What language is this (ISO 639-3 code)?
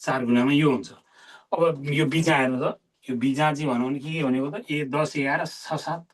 nep